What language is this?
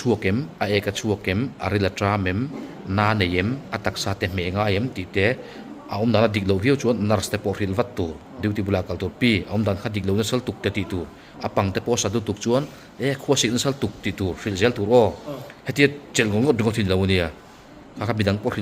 Mizo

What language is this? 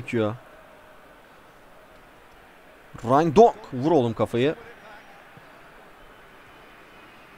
Turkish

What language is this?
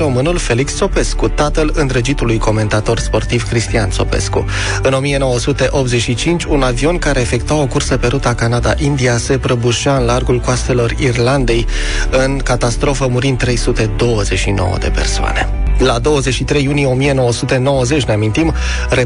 Romanian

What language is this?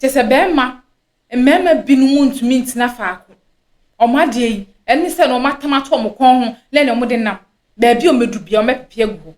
Akan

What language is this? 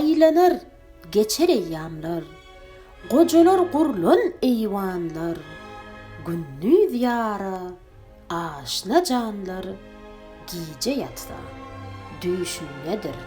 Turkmen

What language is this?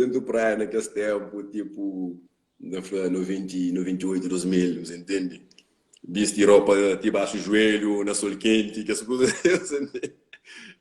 Kabuverdianu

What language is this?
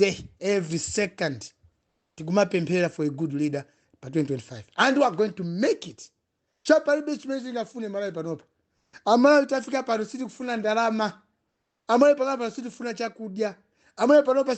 Nyanja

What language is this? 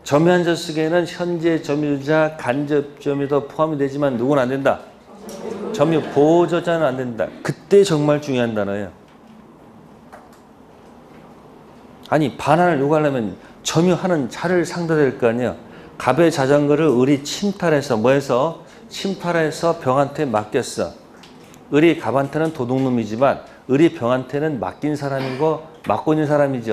Korean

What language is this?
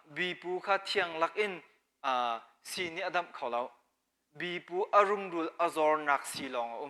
Hakha Chin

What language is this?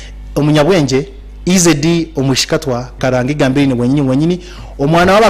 Nyankole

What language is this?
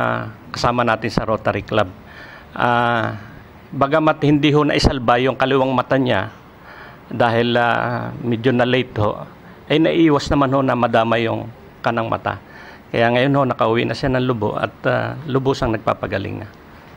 Filipino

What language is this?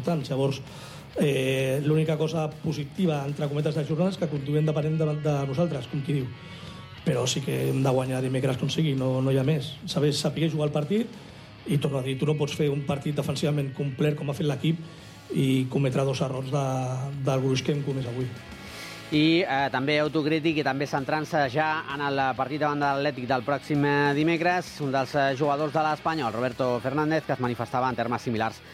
Catalan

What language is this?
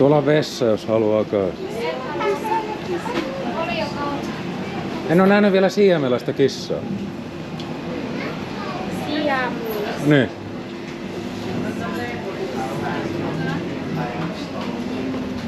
Finnish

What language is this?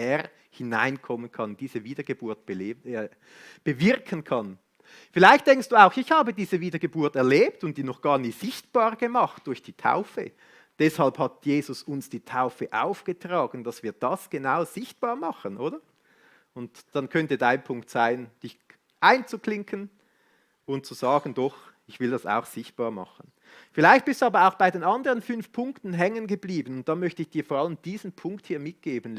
Swiss German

